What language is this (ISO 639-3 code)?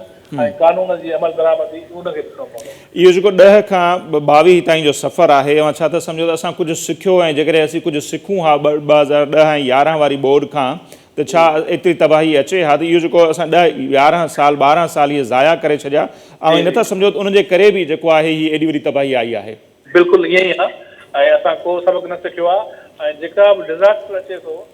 snd